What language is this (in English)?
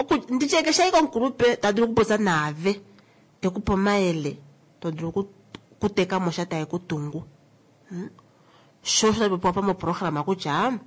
Kuanyama